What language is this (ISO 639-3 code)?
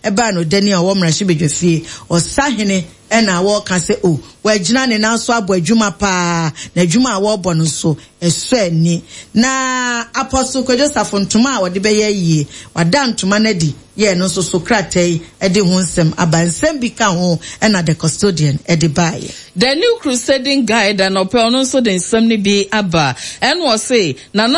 aka